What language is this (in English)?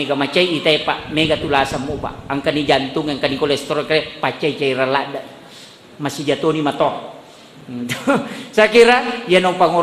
Buginese